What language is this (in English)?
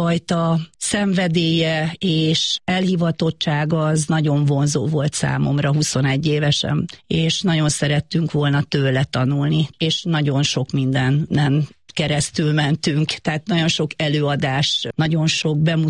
Hungarian